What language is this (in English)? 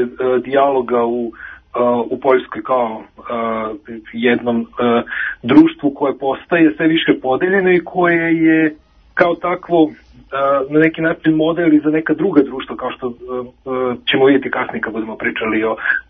Serbian